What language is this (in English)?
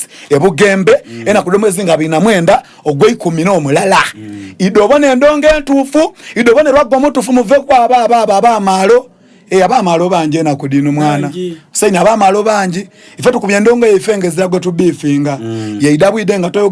Soga